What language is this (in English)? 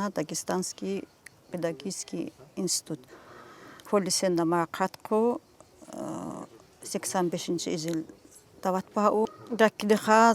Tsakhur